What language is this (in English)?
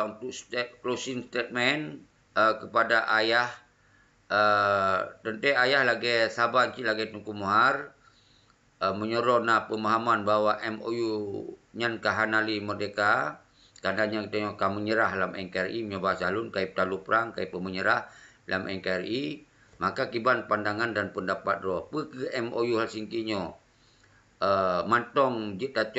Achinese